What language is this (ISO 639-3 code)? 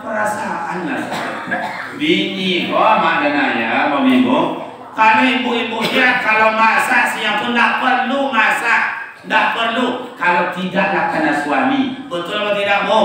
min